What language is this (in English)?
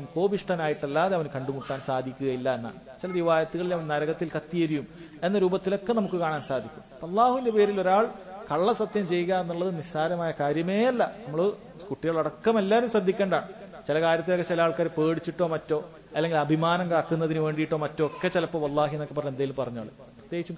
Malayalam